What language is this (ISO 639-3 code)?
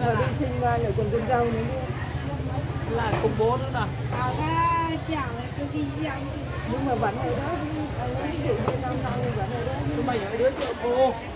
vie